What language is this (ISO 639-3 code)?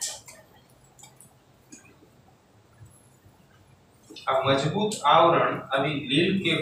guj